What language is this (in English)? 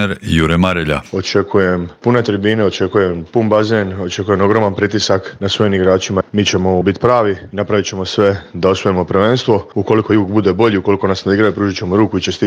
Croatian